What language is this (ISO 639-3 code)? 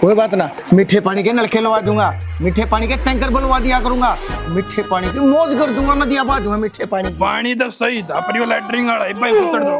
bgc